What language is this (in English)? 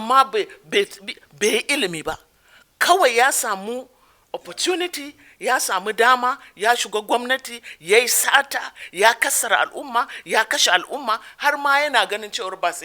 Hausa